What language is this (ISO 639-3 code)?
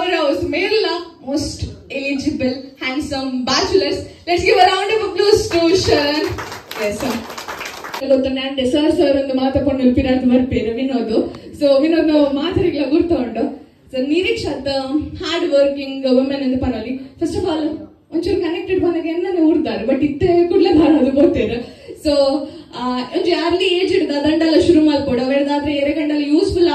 tcy